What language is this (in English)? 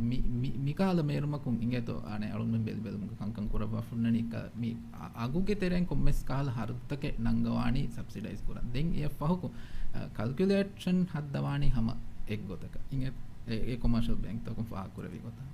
Divehi